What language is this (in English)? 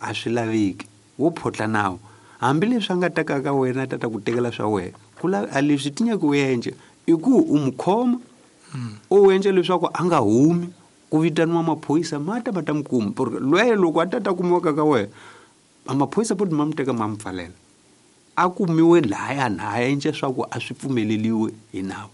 Tsonga